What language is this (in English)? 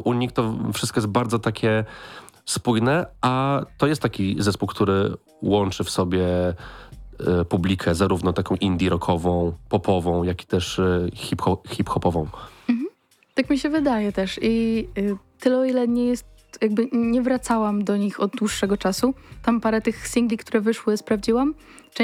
Polish